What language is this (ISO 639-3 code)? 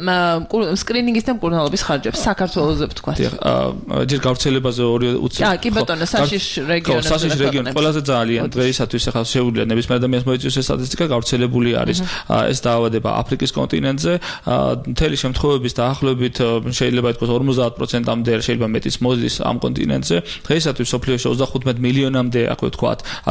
kat